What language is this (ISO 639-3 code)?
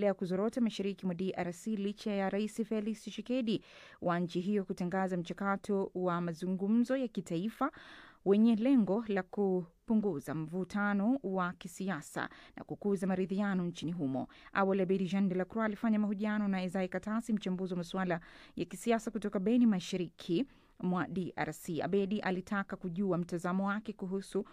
swa